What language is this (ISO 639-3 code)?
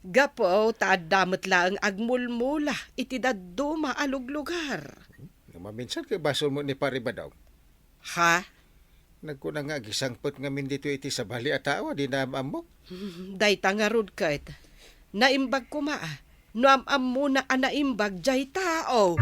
ilo